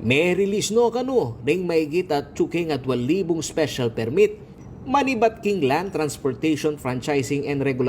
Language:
Pampanga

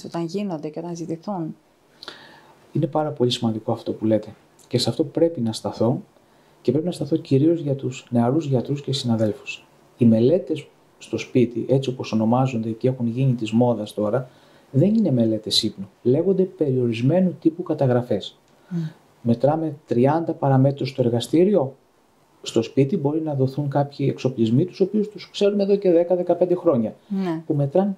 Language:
Greek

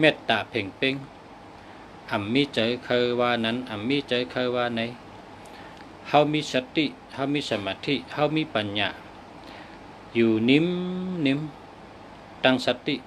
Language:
Shan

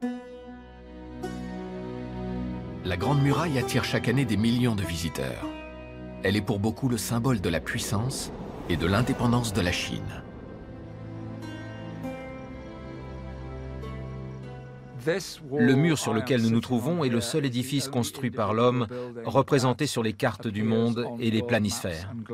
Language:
French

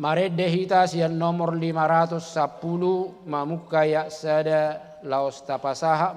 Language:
Batak Toba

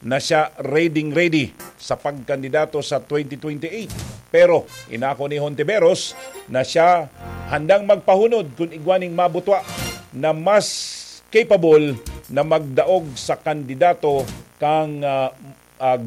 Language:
Bikol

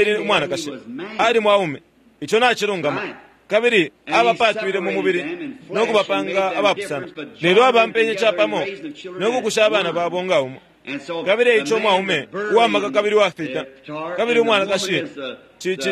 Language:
Bemba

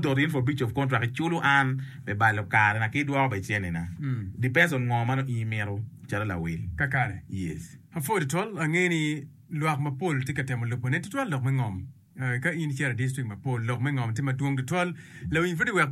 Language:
Acoli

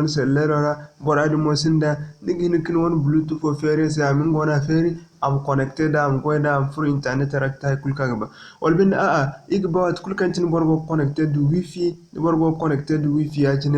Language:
Zarma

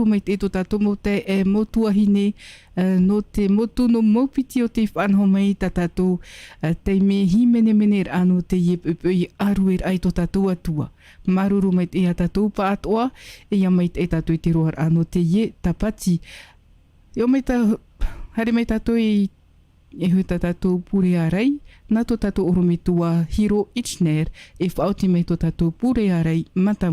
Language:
Tahitian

